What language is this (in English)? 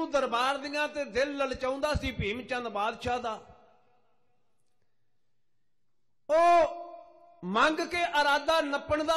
Punjabi